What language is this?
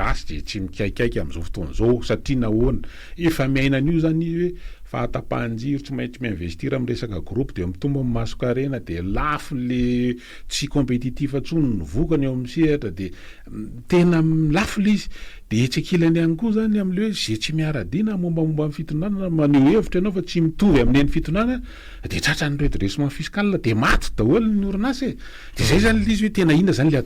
Malagasy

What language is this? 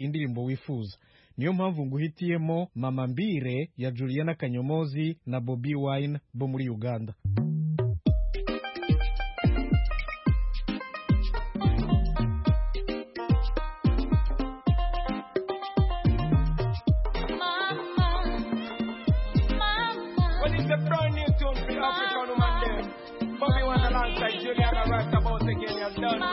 Kinyarwanda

